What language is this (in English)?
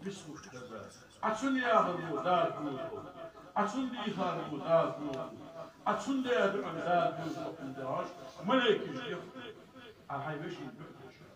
Ingush